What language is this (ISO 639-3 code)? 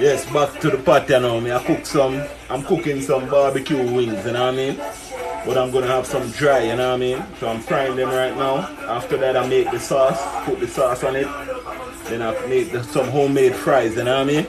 jam